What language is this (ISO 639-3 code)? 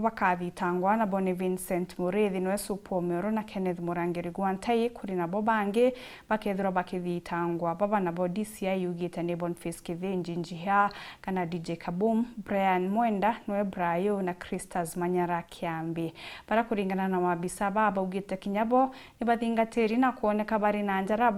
mer